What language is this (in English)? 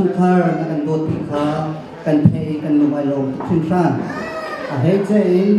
Hakha Chin